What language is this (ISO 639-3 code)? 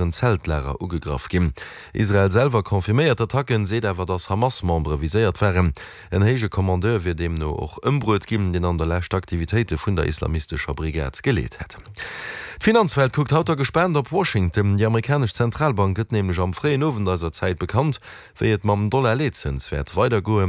ltz